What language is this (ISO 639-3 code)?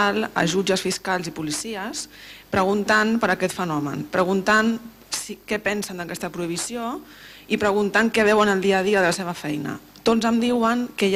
cat